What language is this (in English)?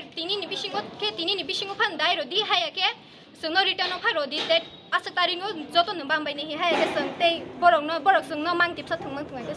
Kok Borok